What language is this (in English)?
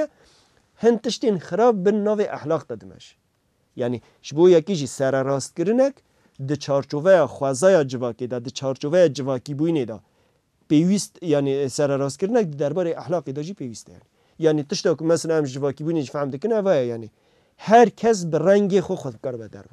Kurdish